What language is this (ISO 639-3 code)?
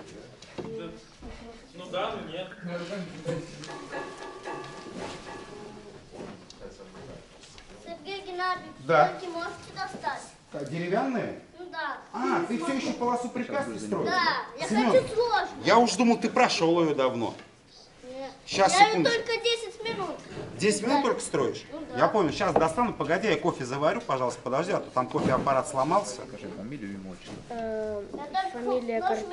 rus